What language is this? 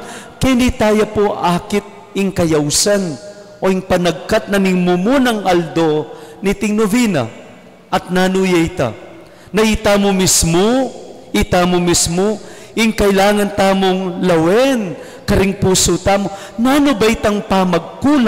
Pampanga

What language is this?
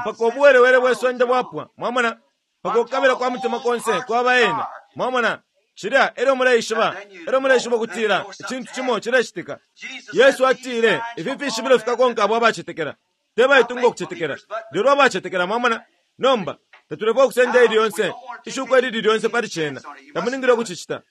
Bemba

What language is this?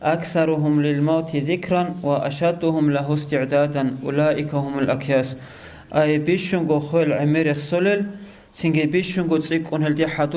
Avaric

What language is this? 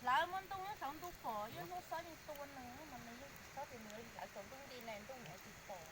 Hmong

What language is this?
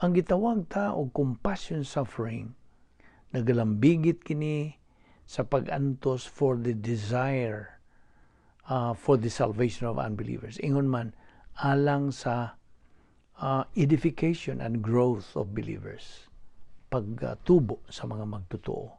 Cebuano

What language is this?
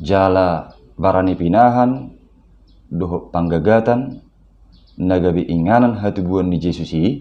Batak Toba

